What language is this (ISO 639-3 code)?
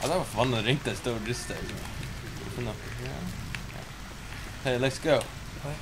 fao